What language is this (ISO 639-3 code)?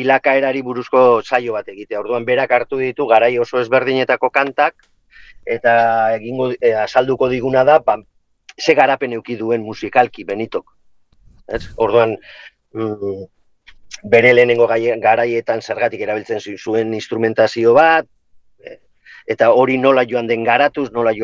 eus